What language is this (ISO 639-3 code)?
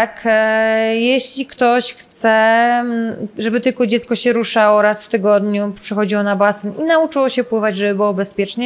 pol